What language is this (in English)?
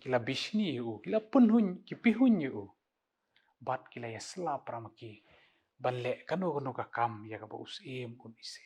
Khasi